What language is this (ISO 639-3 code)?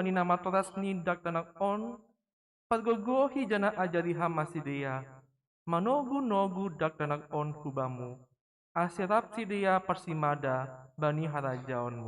bts